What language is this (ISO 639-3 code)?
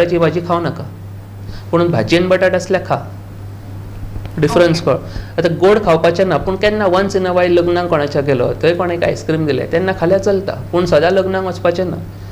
kok